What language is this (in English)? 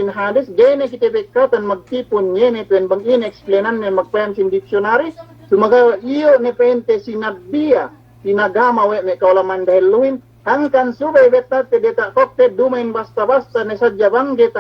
Yakan